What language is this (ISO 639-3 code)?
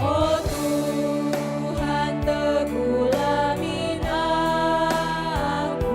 btx